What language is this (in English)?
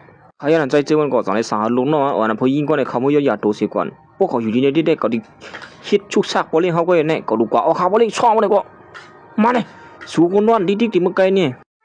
Shan